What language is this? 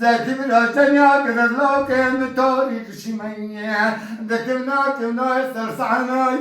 Kurdish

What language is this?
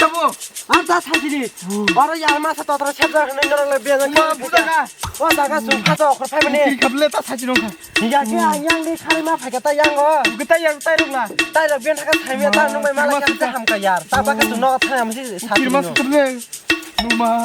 Kok Borok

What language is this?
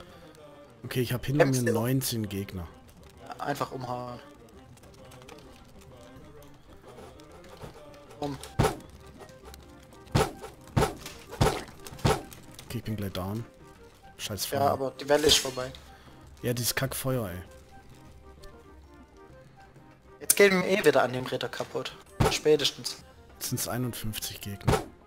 German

